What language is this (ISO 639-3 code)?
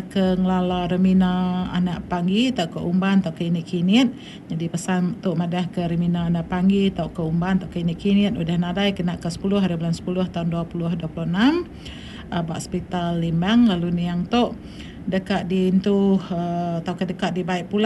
iba